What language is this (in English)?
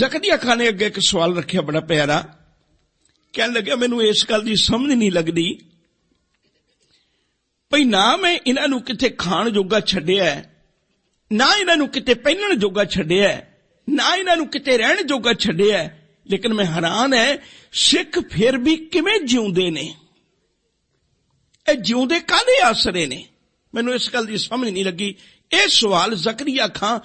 Punjabi